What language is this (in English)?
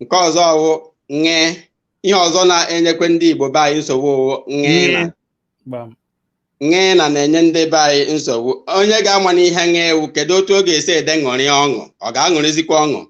Igbo